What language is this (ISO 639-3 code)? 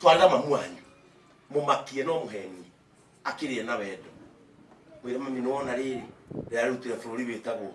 kik